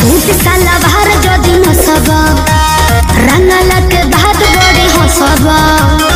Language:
Bhojpuri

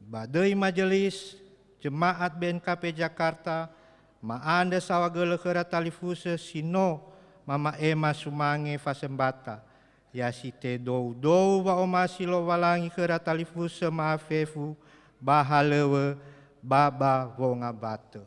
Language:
Nias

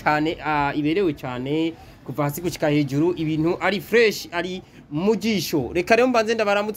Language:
Rundi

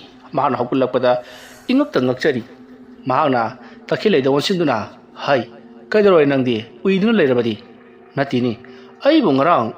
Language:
Manipuri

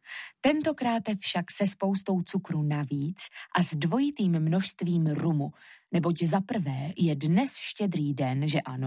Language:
Czech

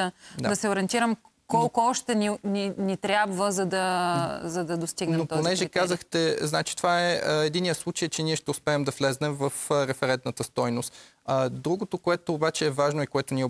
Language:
Bulgarian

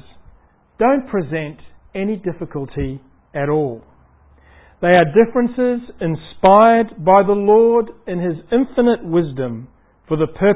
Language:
English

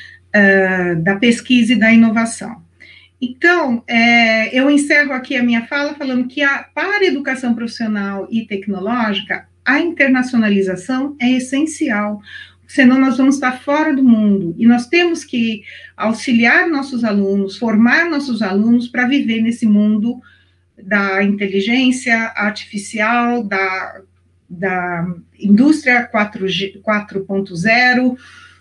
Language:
Portuguese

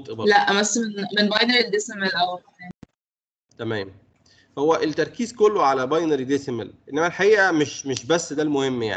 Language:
Egyptian Arabic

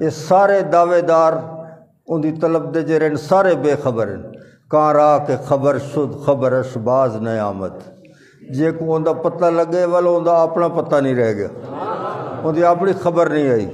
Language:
Saraiki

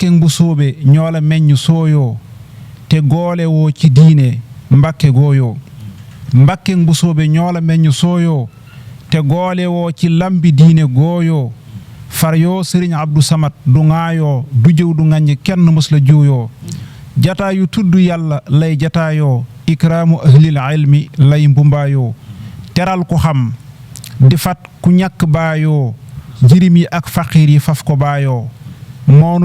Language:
Wolof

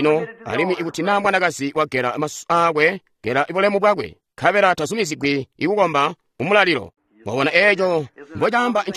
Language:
Tonga (Zambia)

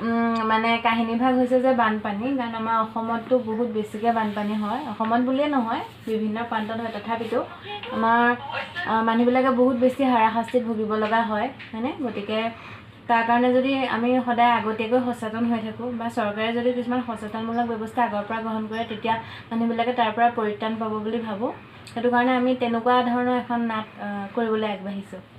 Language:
Assamese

